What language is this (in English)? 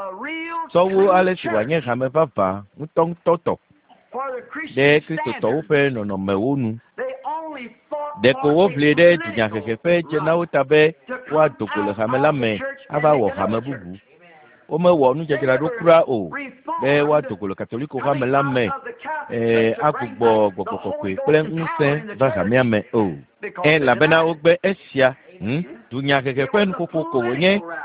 Ewe